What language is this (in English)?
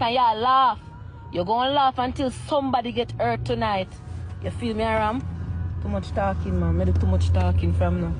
Jamaican Creole English